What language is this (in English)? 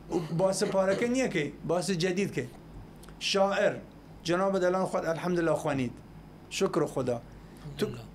Southern Kurdish